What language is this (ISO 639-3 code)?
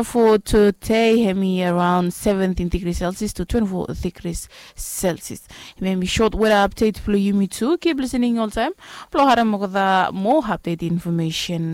bis